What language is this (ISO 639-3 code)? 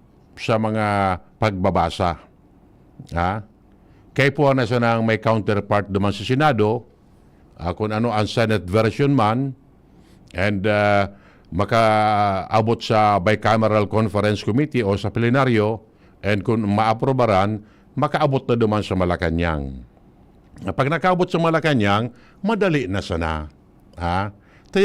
bik